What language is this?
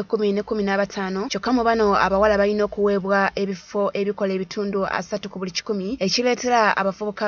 Ganda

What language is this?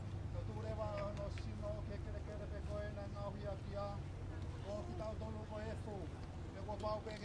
Tongan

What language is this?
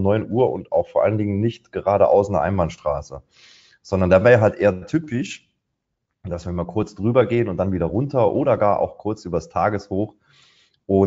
German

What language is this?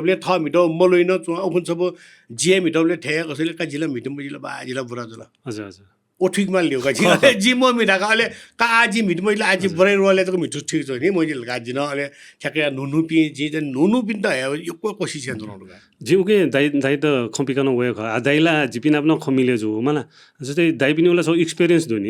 Newari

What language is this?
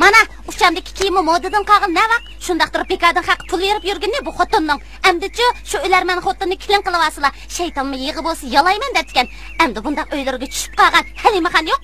Uyghur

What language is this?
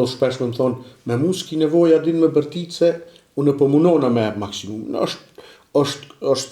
Albanian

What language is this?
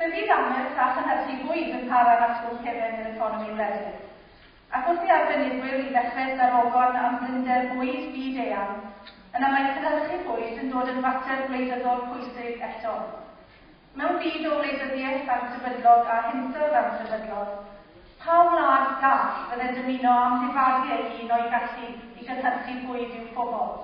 Welsh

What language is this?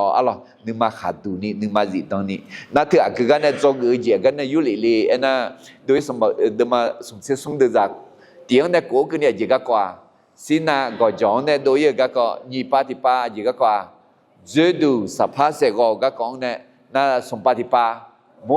Akha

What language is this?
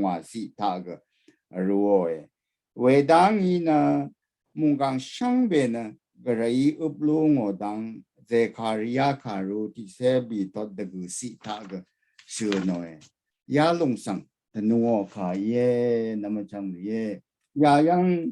Rawang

